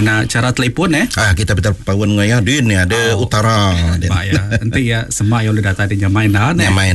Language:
Iban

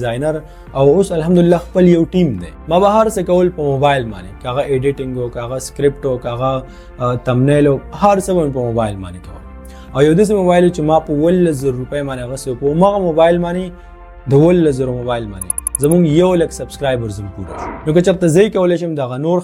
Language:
Pashto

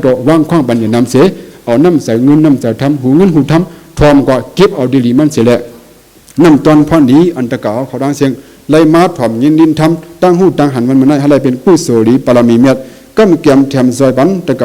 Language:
Shan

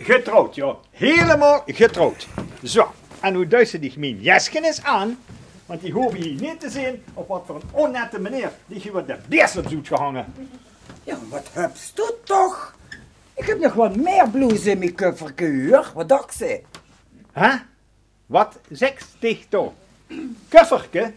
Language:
Limburgish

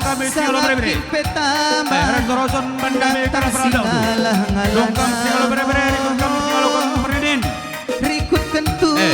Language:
Batak Karo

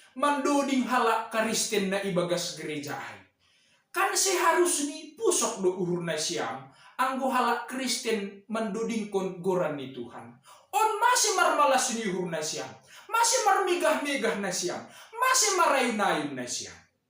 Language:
Batak Simalungun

